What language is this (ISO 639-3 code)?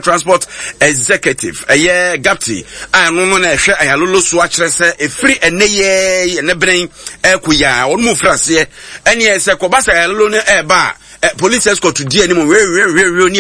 aka